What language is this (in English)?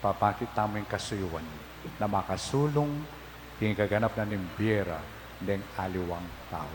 Pampanga